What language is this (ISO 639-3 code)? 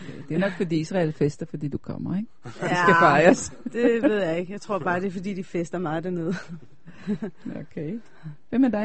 dan